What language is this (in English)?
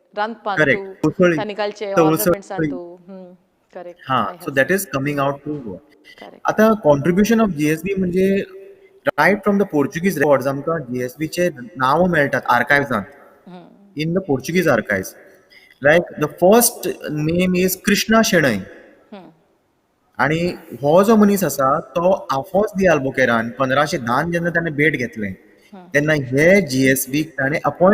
Konkani